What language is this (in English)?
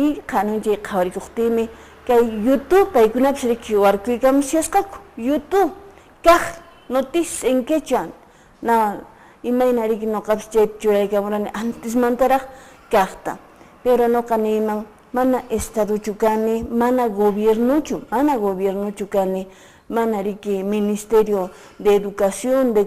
Quechua